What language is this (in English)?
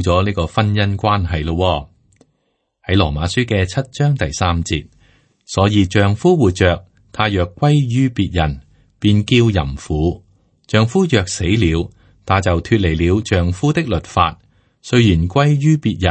Cantonese